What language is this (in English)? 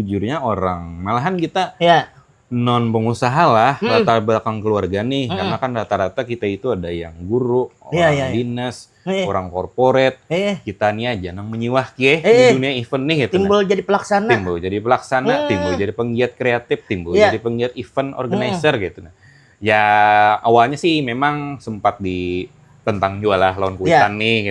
Banjar